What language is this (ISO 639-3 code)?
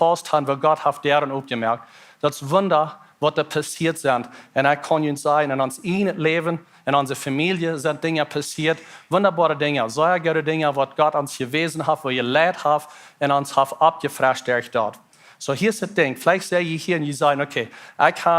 pdt